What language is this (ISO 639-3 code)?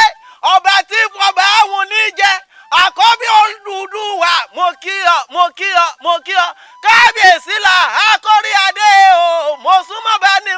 yor